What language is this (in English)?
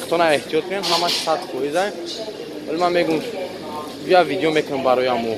Tajik